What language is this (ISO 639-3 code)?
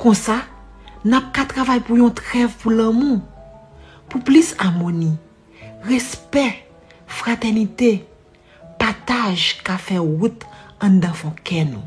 hat